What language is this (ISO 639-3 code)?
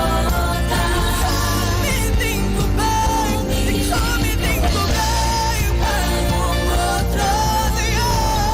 pap